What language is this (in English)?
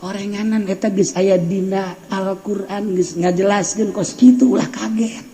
Sundanese